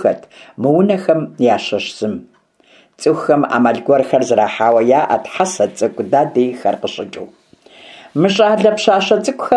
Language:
Kabardian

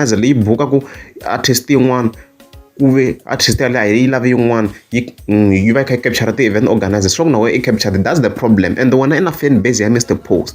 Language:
Tsonga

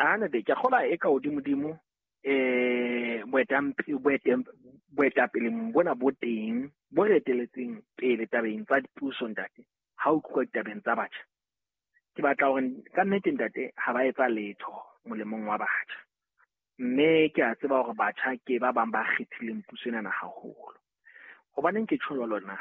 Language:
Southern Sotho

